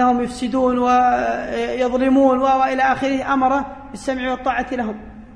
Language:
Arabic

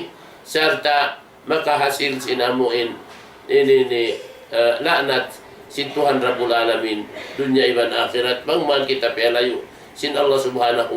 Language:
Tausug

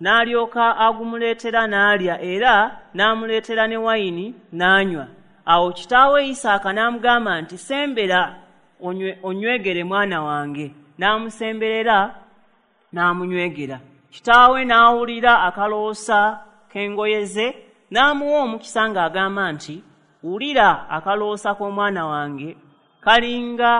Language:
Ganda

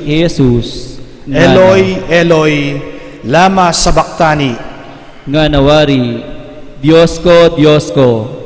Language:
Pampanga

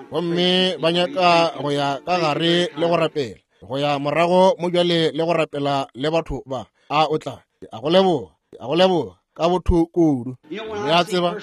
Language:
Northern Sotho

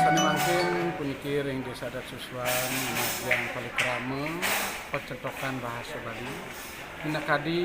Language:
Balinese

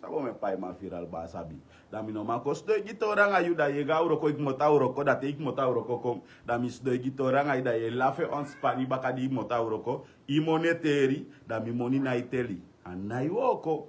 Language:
Sranan Tongo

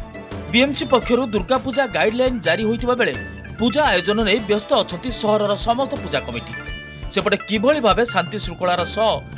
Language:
Odia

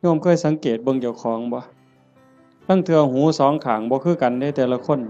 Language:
Northeastern Thai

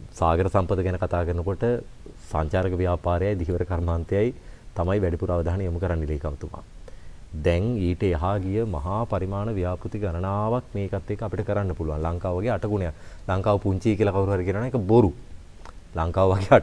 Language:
Sinhala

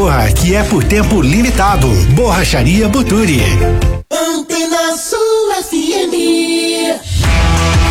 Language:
Portuguese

